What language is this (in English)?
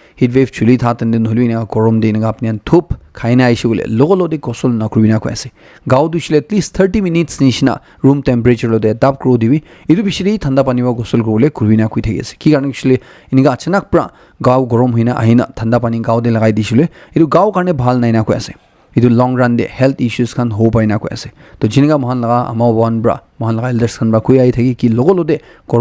Naga Pidgin